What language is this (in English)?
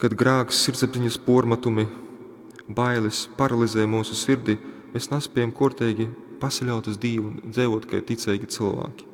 Latgalian